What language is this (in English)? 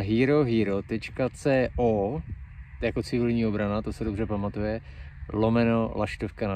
Czech